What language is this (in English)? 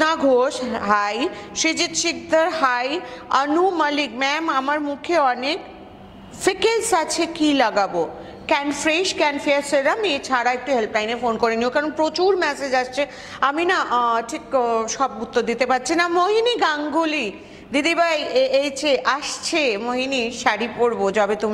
Bangla